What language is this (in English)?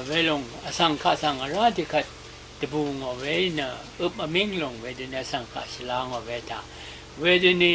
Rawang